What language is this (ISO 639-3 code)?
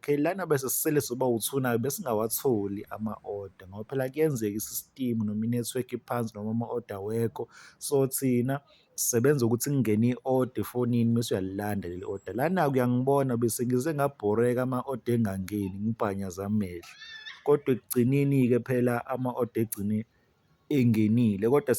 zul